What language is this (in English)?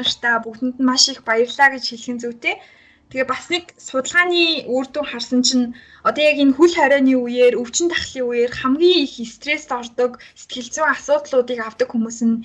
Mongolian